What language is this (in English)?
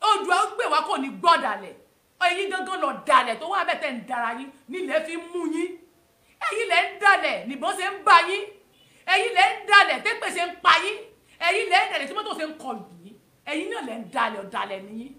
Yoruba